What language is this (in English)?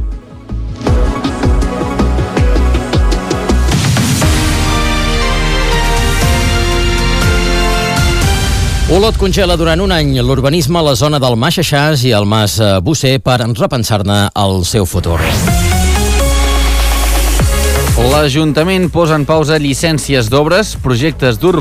Catalan